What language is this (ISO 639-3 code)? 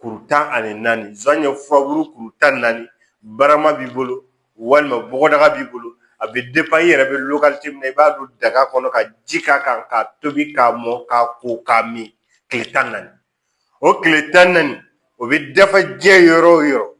bam